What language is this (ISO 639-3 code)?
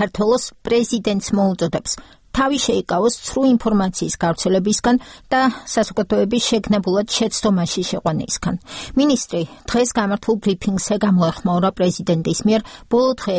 kat